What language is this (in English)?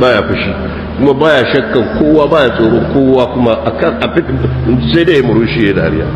Hausa